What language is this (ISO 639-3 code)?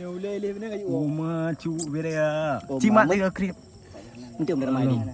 ace